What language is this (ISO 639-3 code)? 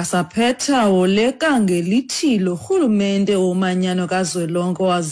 xho